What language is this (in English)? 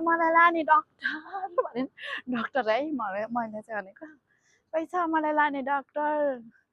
Nepali